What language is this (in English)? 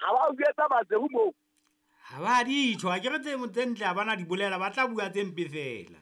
Southern Sotho